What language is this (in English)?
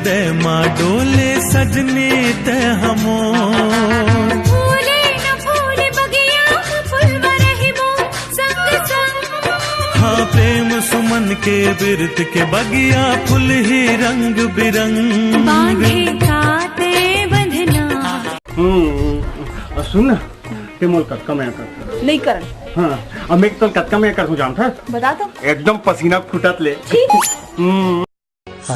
Chhattisgarhi